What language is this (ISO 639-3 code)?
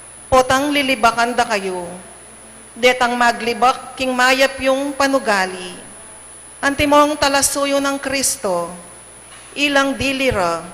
pam